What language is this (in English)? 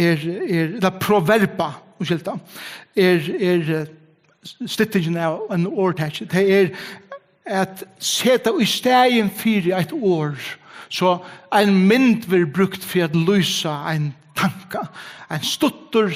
Faroese